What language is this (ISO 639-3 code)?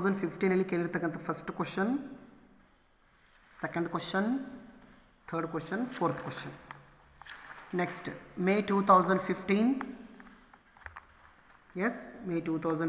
kan